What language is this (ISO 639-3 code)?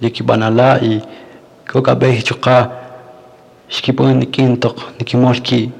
cak